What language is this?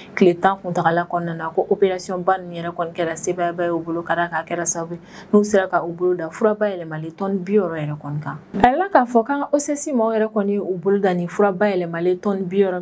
Bambara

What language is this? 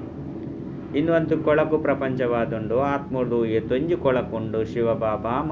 Tulu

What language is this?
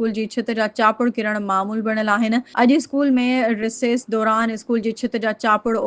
Sindhi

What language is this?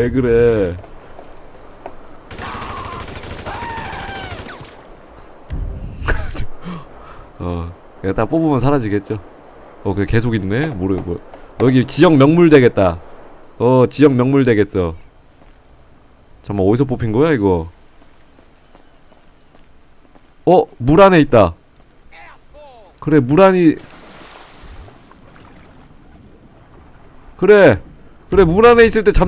Korean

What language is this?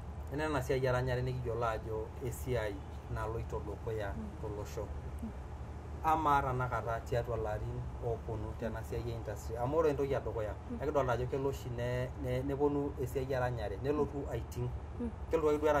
Masai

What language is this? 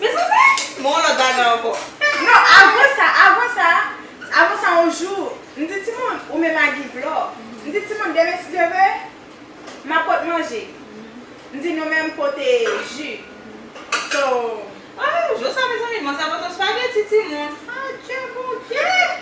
Haitian Creole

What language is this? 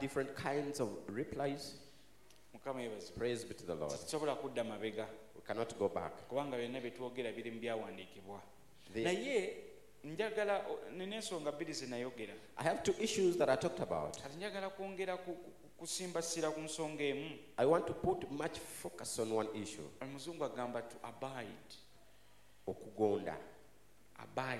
Ganda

